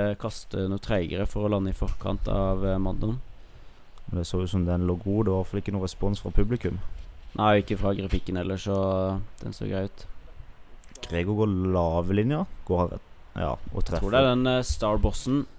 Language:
Norwegian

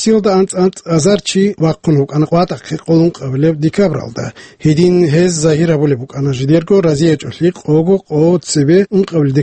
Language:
Avaric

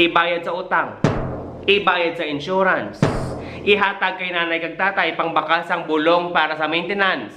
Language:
Hiligaynon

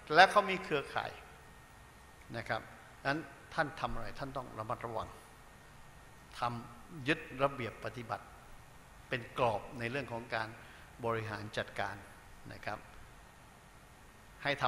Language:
Thai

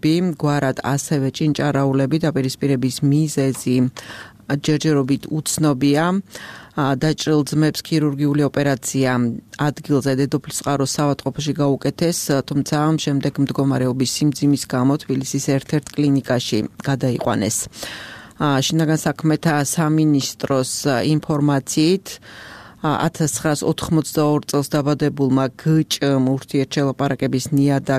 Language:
Georgian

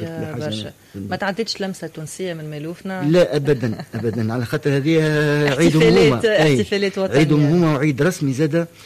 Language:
Tunisian Arabic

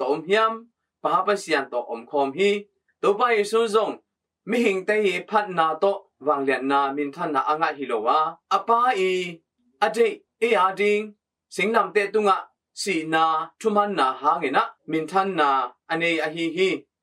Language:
Tedim Chin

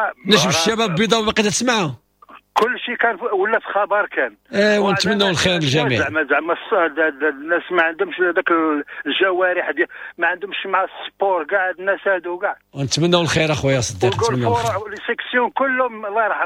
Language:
Moroccan Arabic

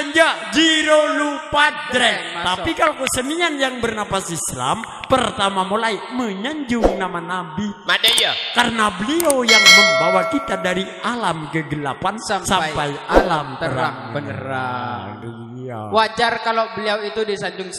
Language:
Madurese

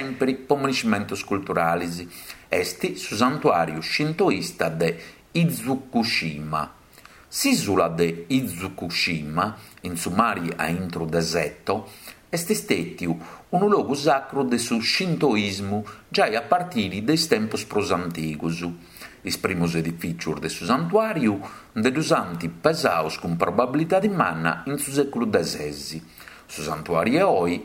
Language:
Sardinian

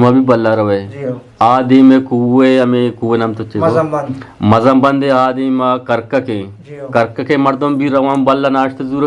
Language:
Eastern Balochi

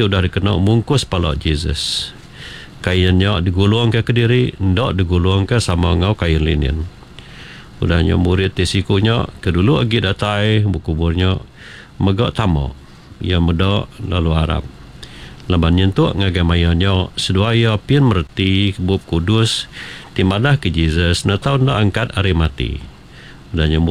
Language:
Iban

